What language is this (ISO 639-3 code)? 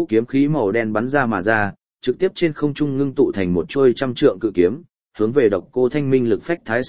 vie